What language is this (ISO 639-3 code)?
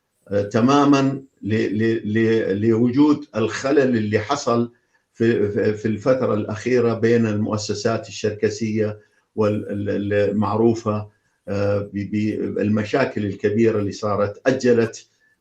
apc